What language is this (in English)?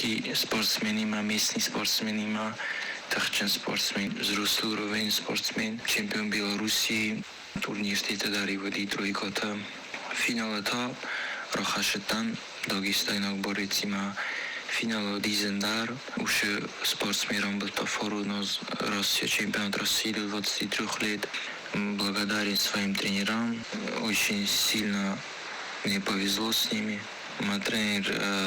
Ossetic